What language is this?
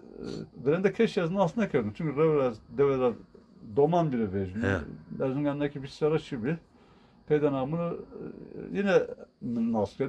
Zaza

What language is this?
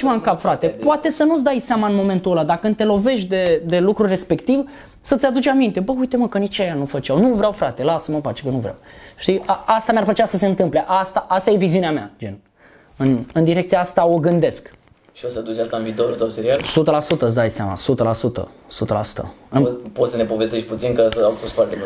Romanian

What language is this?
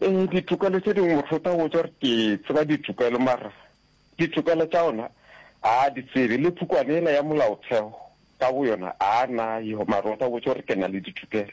Northern Sotho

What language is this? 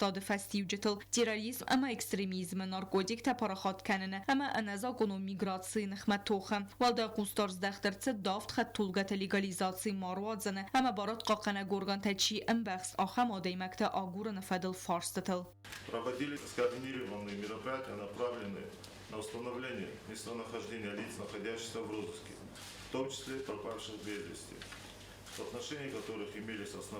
Ossetic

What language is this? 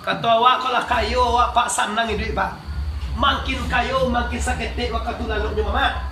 Minangkabau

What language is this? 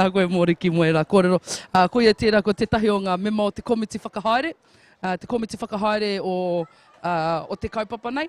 Māori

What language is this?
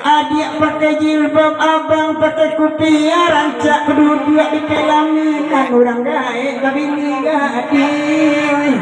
Minangkabau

